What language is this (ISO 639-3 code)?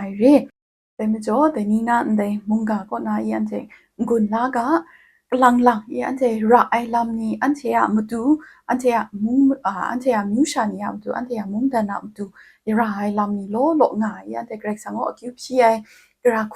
kac